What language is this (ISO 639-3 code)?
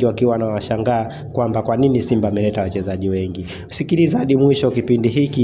swa